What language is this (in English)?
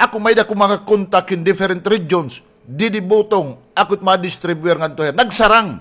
Waray